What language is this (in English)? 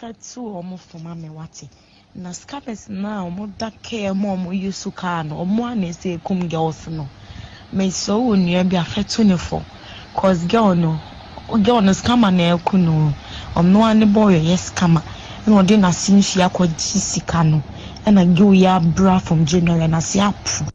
Akan